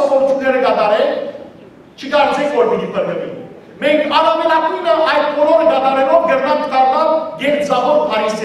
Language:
Western Armenian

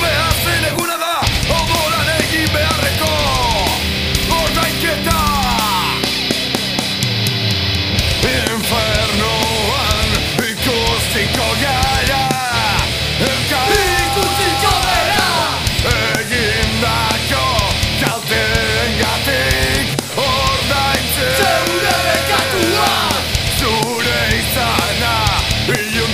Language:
Basque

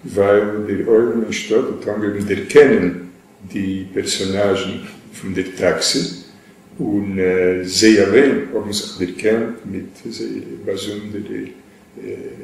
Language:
Yiddish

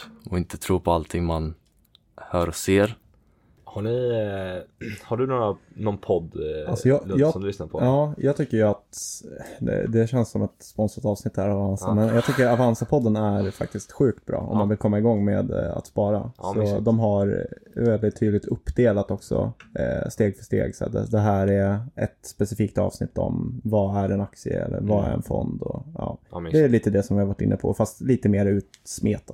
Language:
Swedish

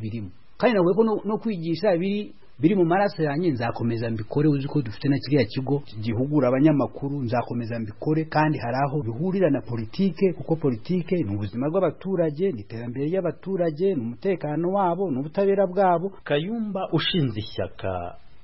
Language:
Kinyarwanda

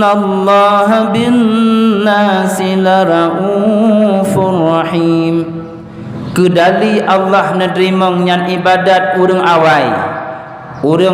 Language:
Achinese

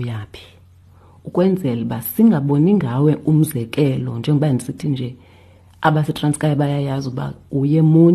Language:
Xhosa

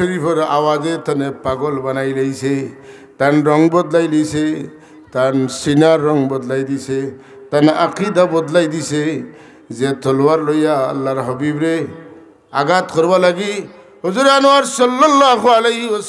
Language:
Sylheti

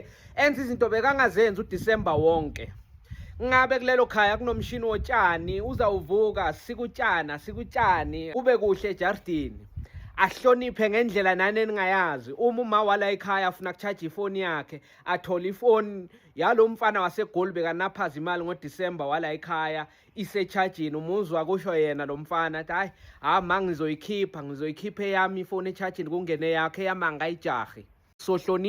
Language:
Zulu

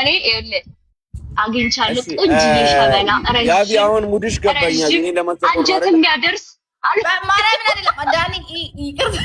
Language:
Amharic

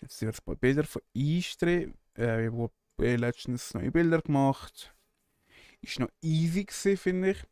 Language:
Swiss German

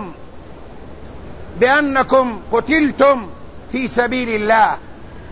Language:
Arabic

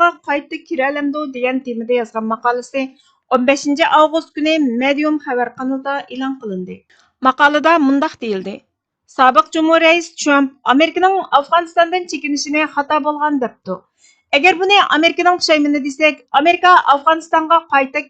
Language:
Uyghur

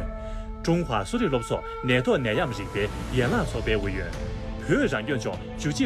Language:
Tibetan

